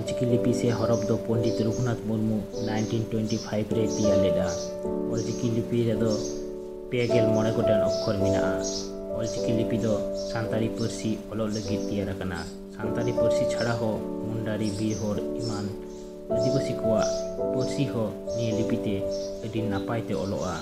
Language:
Santali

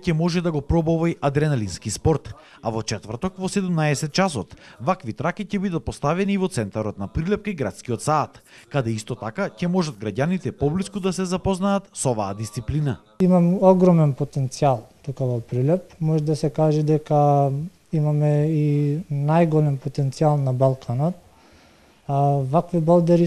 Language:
Macedonian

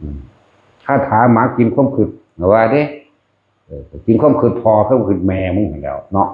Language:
Northeastern Thai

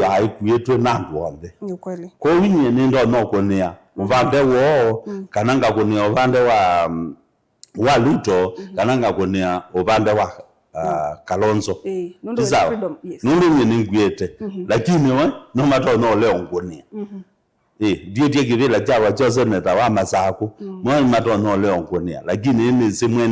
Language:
Kamba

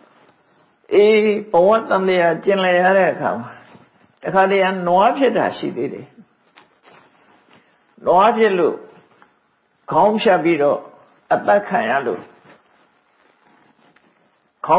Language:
Burmese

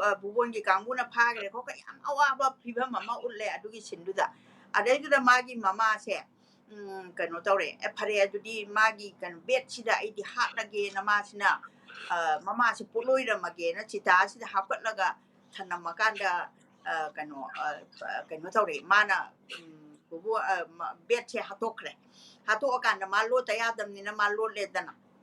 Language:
Manipuri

